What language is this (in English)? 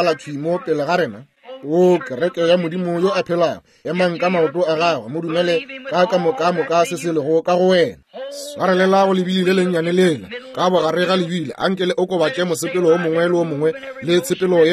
Northern Sotho